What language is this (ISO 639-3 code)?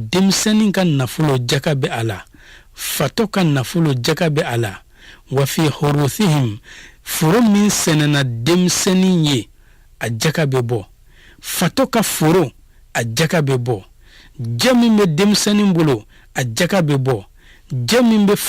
bam